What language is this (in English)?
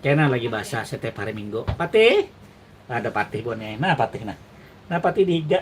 Banjar